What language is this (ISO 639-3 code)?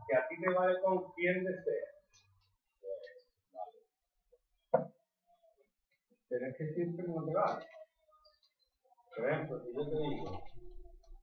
spa